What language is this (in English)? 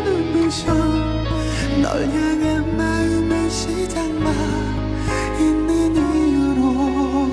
Korean